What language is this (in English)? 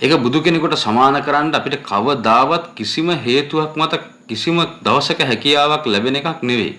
Sinhala